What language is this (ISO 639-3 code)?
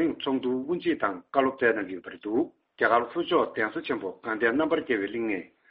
bod